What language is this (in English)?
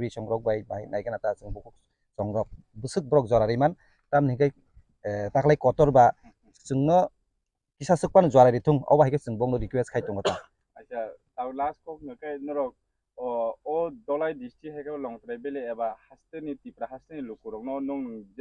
Kok Borok